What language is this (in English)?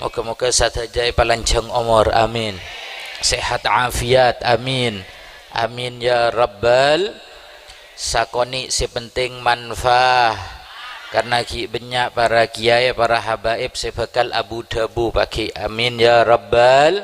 Madurese